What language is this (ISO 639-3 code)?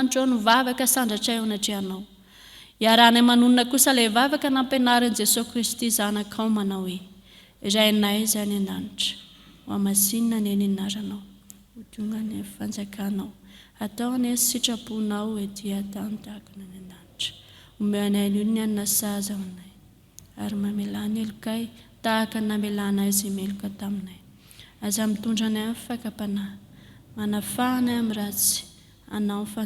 mlg